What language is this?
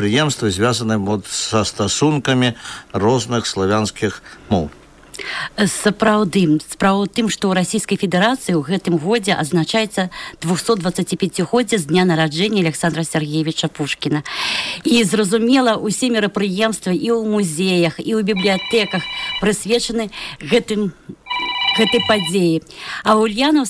Belarusian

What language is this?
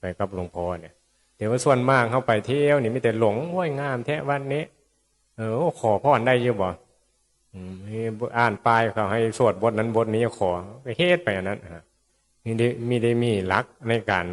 Northeastern Thai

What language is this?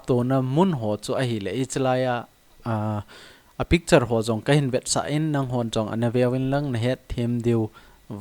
Thado Chin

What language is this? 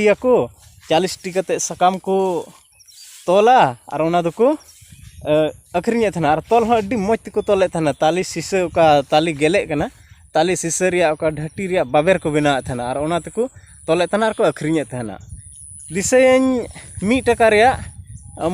Santali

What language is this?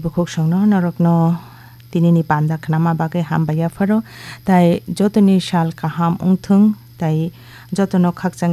Kok Borok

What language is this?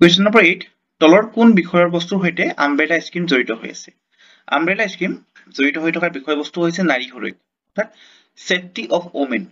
Assamese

